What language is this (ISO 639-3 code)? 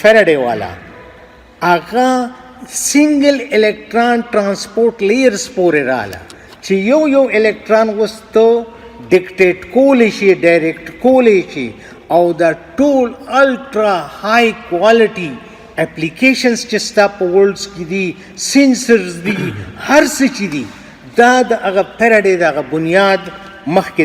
pus